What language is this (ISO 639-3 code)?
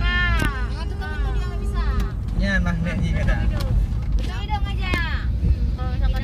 ace